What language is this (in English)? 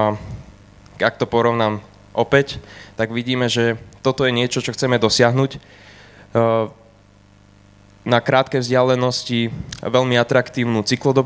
Slovak